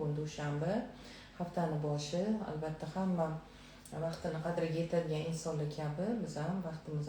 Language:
Uzbek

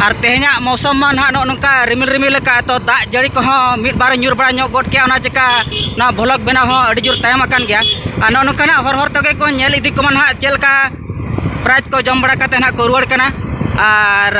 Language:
Santali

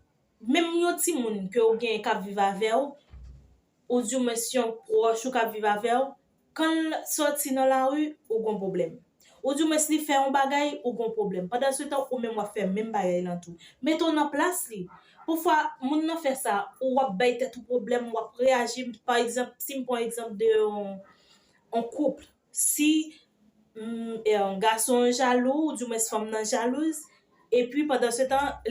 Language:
Haitian Creole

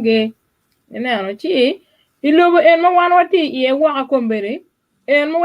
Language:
Acoli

